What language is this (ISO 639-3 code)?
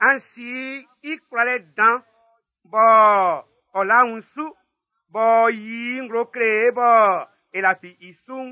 bci